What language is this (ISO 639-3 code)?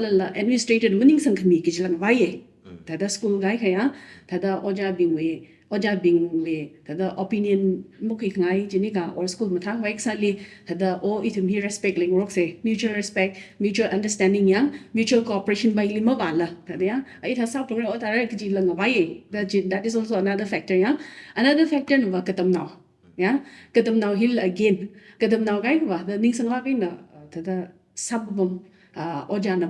nmf